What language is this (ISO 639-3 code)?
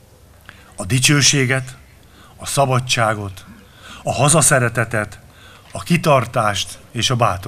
hun